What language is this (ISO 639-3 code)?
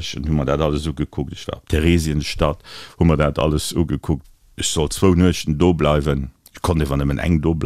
ltz